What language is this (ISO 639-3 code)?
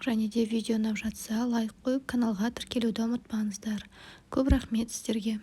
kaz